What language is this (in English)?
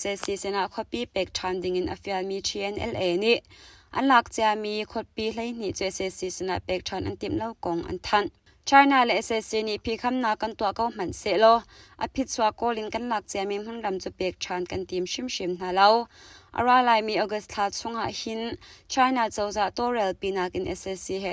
Hakha Chin